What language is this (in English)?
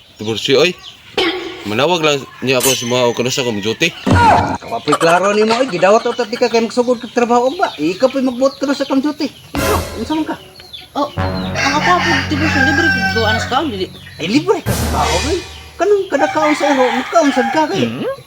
Cebuano